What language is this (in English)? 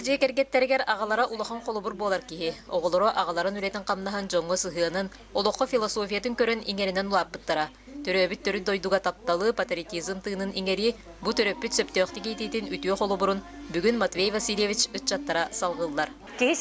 Yakut